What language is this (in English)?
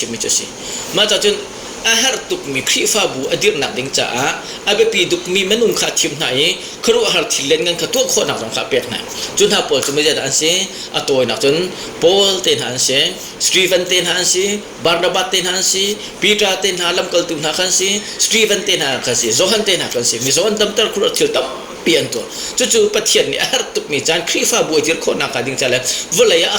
Hakha Chin